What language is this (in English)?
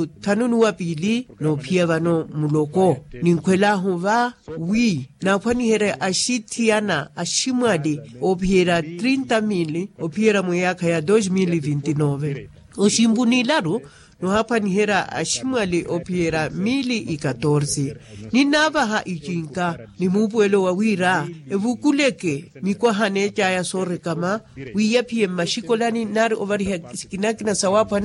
Makhuwa